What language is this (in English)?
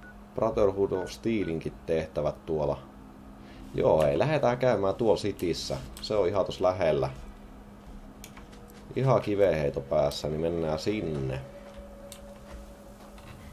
Finnish